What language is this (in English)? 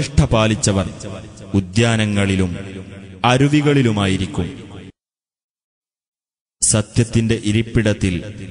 Malayalam